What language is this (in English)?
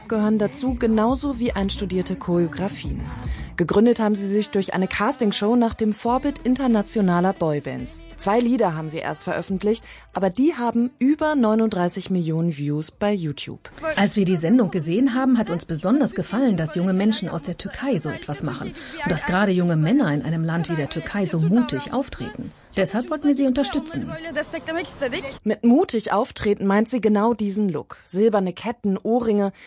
German